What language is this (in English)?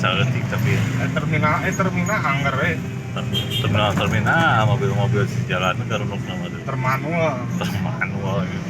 Sundanese